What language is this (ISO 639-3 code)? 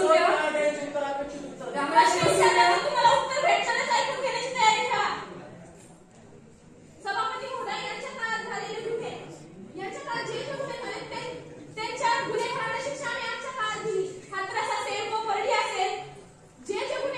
mar